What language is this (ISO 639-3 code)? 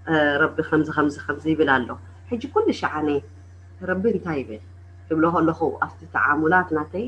tir